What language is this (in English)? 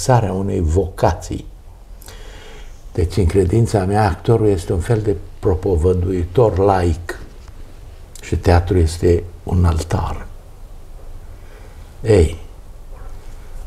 Romanian